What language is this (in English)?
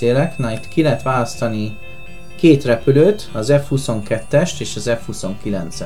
Hungarian